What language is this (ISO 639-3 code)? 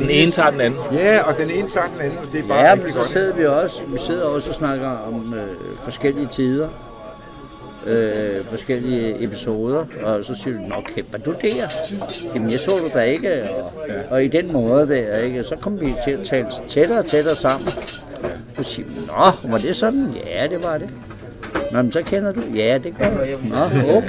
dan